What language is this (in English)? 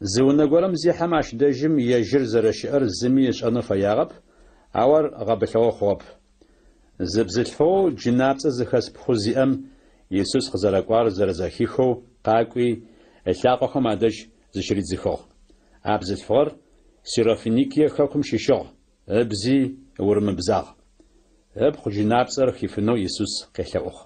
Adyghe